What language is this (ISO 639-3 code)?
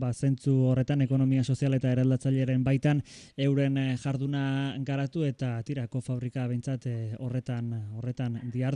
eus